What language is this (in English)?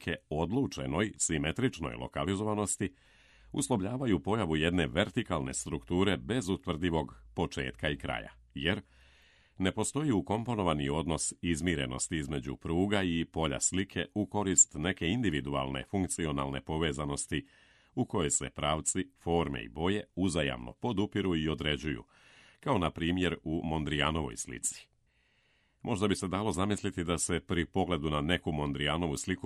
Serbian